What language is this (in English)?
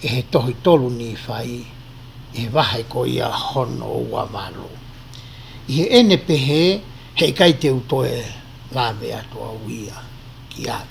Tongan